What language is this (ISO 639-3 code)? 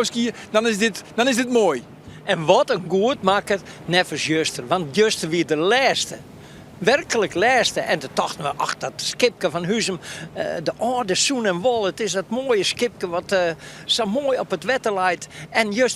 fry